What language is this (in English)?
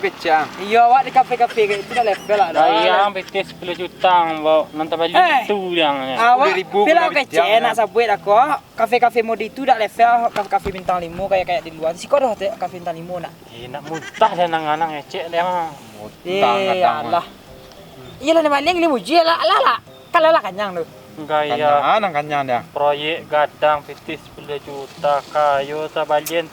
Minangkabau